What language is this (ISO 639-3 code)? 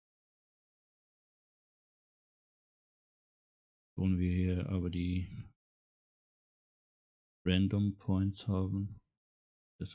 deu